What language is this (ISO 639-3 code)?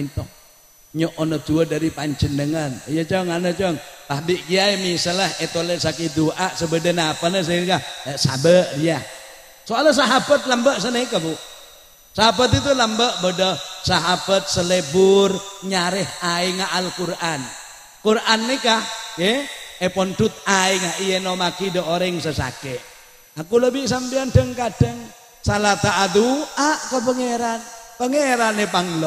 mad